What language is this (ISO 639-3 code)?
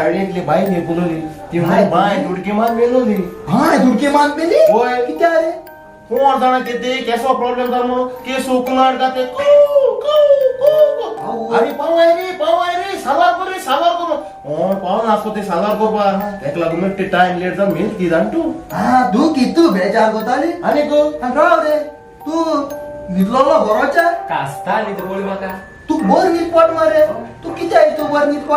kok